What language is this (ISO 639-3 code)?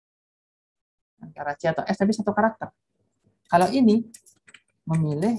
ind